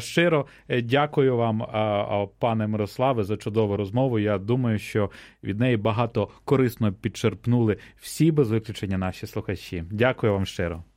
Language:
Ukrainian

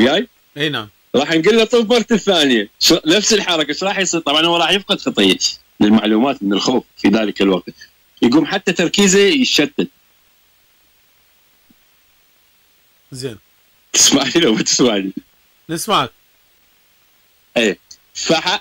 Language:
Mesopotamian Arabic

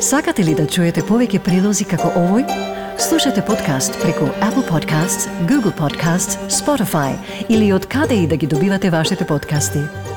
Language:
Macedonian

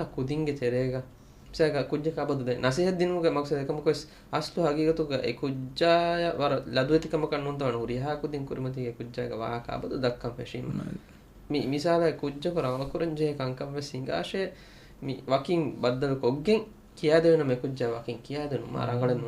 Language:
Divehi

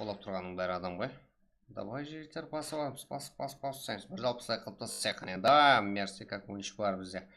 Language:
Kara-Kalpak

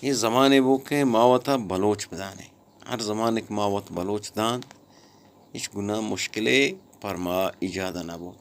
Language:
Eastern Balochi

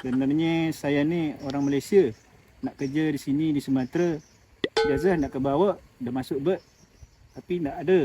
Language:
Minangkabau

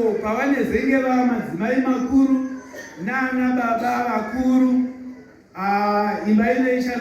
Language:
Shona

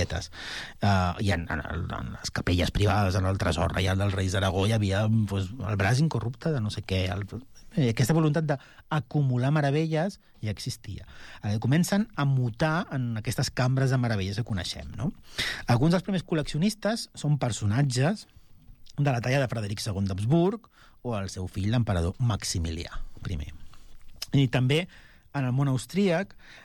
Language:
Catalan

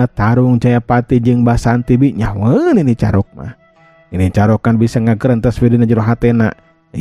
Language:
Sundanese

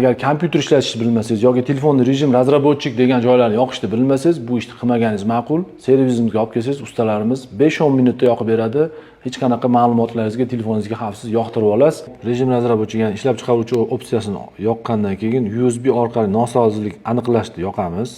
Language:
Uzbek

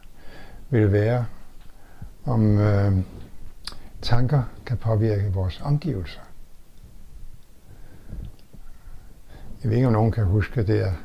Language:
Danish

